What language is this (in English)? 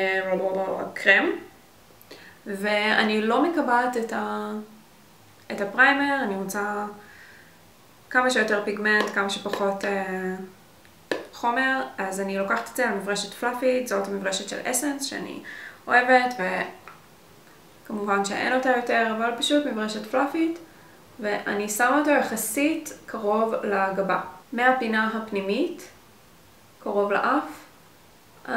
Hebrew